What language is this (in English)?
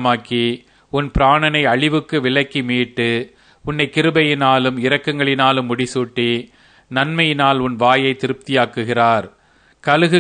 Tamil